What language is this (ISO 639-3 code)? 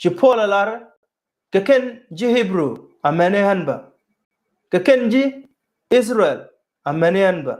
nus